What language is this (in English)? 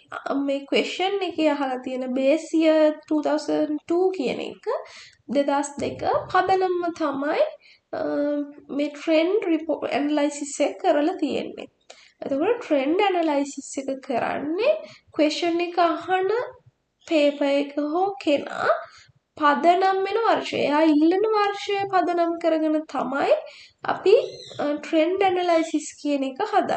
Sinhala